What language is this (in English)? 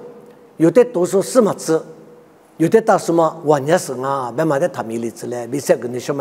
Lisu